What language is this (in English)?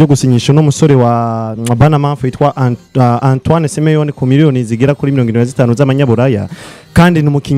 Rundi